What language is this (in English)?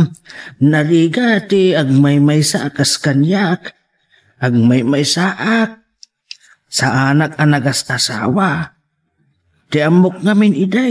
Iloko